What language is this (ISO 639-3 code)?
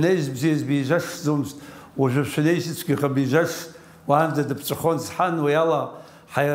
abk